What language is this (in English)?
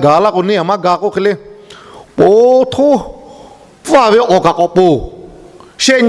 Lahu